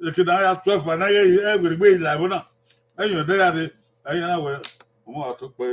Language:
Bini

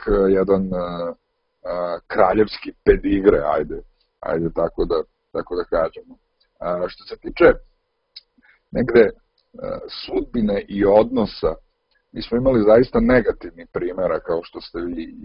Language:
Serbian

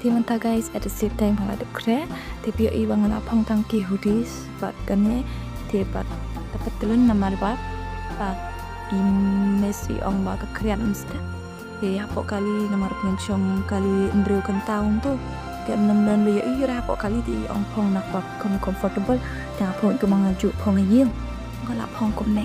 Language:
Khasi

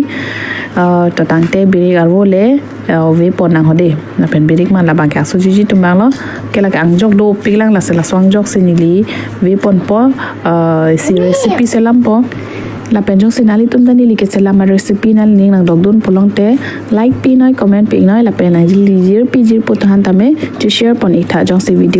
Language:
Karbi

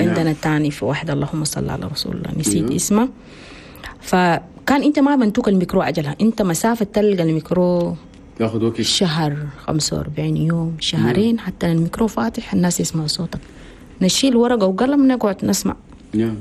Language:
Chadian Arabic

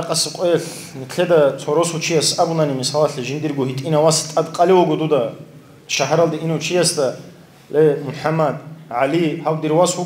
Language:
Avaric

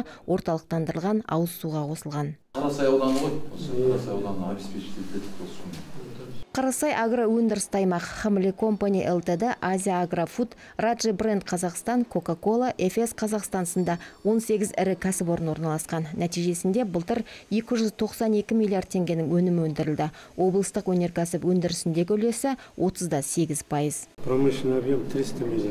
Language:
Kazakh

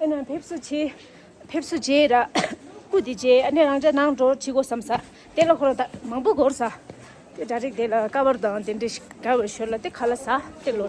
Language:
Tibetan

